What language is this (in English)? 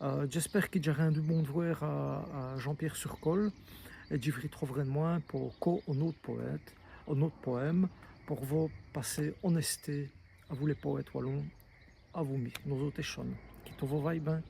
Walloon